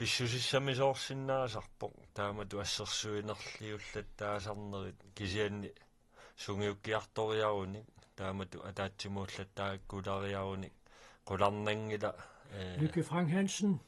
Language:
Kalaallisut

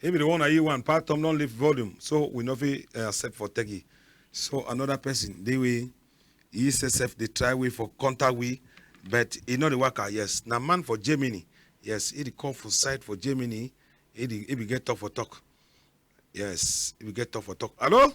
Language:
Cameroon Pidgin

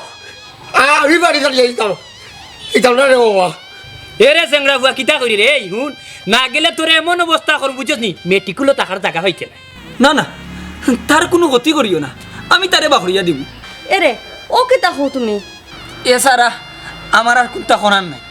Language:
Sylheti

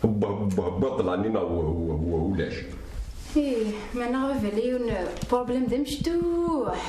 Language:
Kabyle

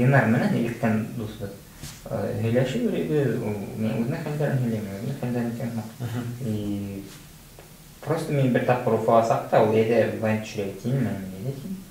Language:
Bashkir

